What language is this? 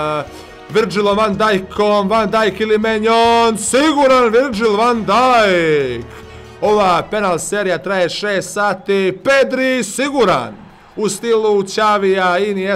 Croatian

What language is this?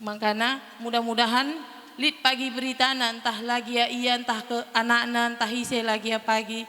Batak Karo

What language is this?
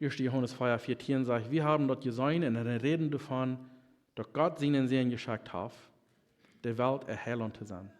Plautdietsch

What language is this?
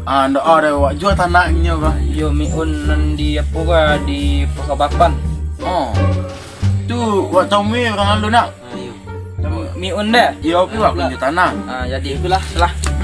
Minangkabau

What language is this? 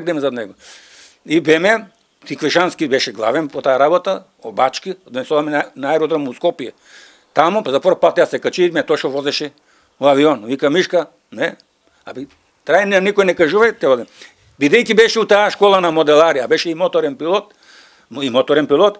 Macedonian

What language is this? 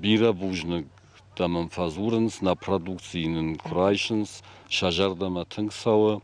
Ossetic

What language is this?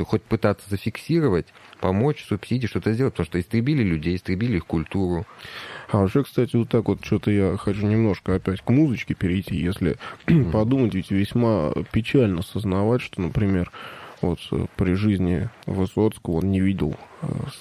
Russian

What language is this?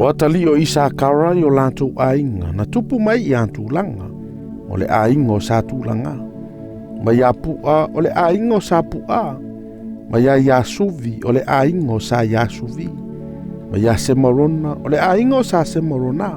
Samoan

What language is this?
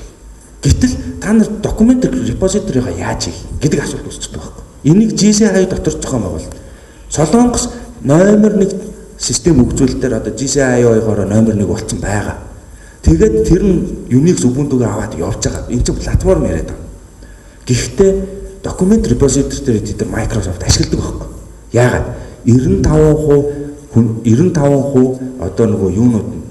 Mongolian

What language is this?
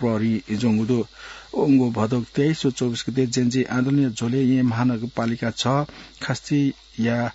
Newari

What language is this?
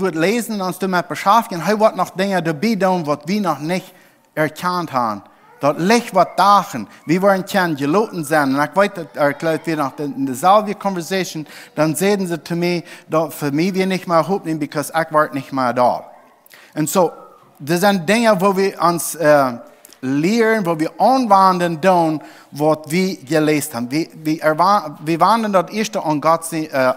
Plautdietsch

